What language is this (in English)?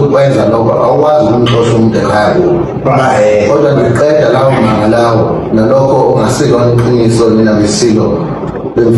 Zulu